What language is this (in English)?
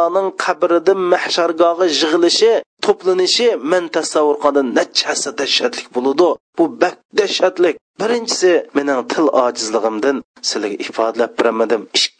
Uyghur